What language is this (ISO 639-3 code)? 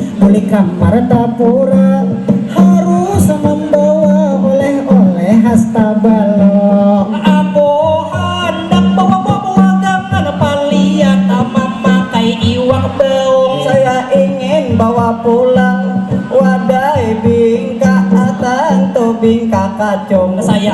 bjn